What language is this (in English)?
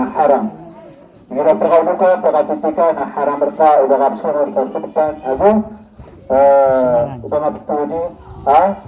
Maranao